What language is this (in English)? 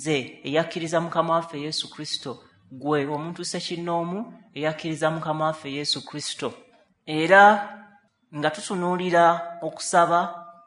Ganda